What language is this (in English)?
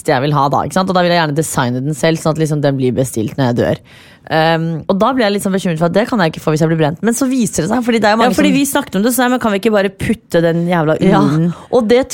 Norwegian